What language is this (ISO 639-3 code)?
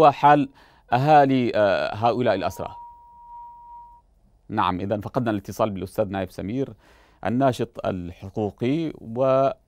ara